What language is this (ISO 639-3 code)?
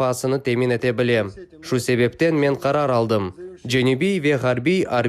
crh